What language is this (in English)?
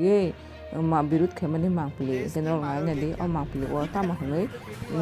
Kok Borok